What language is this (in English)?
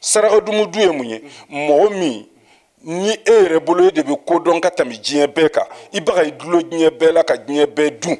Bambara